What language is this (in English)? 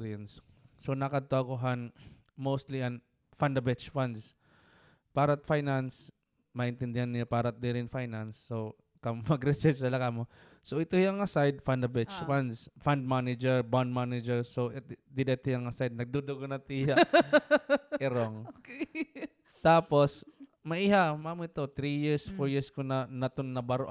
Waray